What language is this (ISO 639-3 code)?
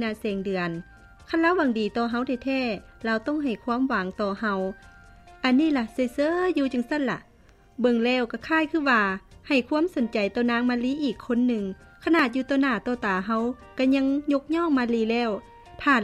lao